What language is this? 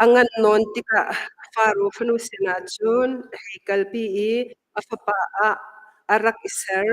Hakha Chin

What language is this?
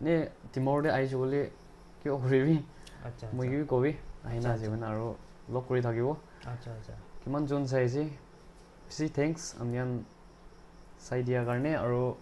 Naga Pidgin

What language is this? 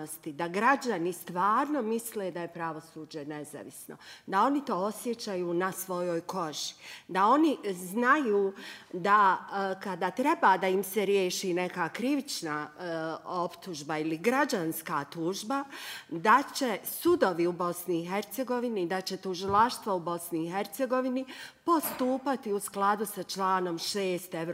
Bosnian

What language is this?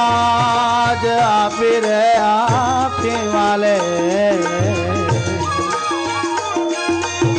Gujarati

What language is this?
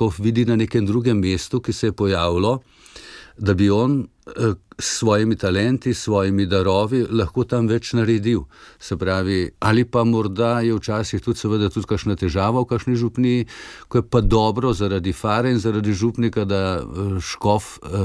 Slovenian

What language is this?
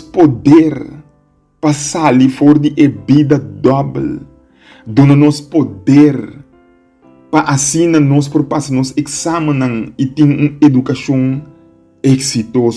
Papiamento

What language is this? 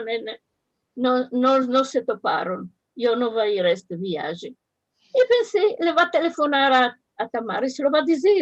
Ladino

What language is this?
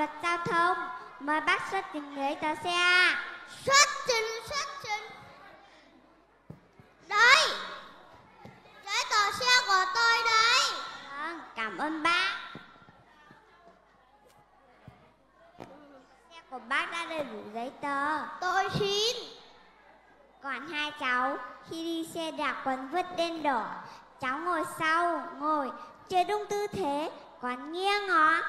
Vietnamese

